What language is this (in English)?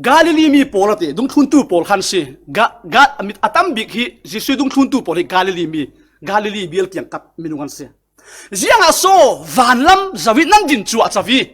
Falam Chin